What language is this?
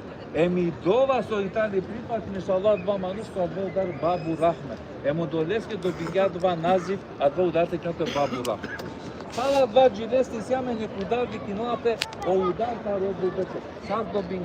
Balkan Romani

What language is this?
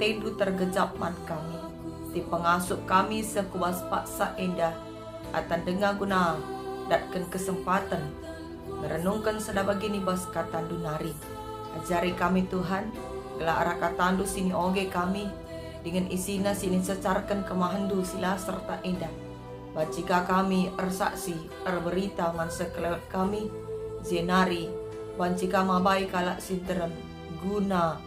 Batak Karo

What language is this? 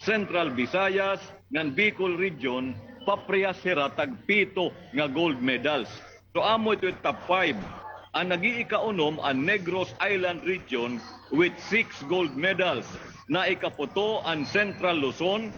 Waray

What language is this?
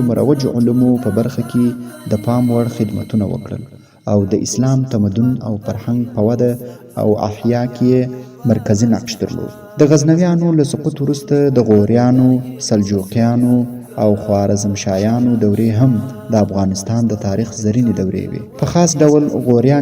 Pashto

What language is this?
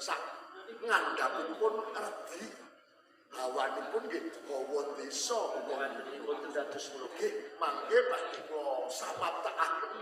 Javanese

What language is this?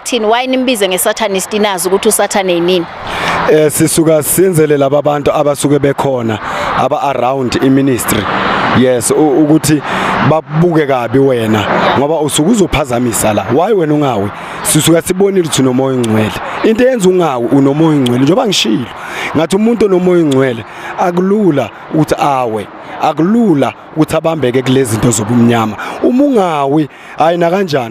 Zulu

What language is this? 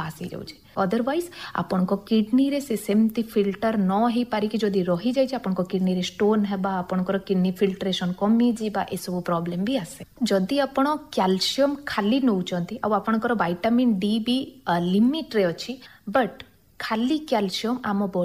Odia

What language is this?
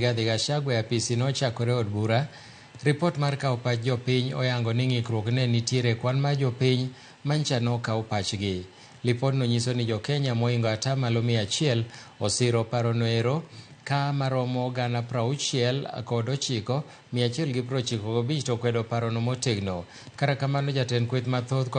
Luo (Kenya and Tanzania)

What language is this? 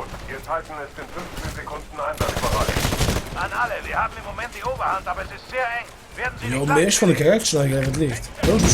Luxembourgish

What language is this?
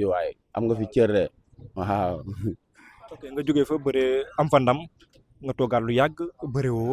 Wolof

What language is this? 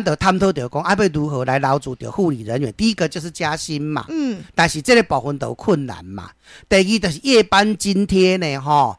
Min Nan Chinese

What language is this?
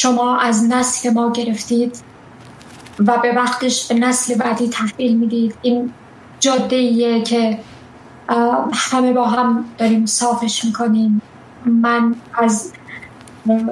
Persian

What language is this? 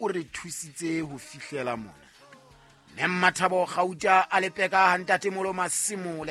Southern Sotho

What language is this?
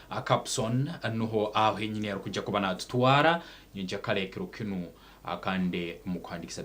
Nyankole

